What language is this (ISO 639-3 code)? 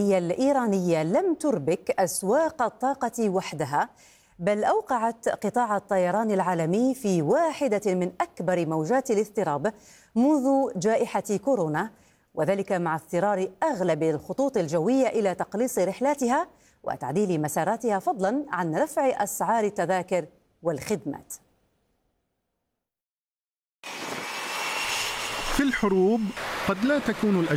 ara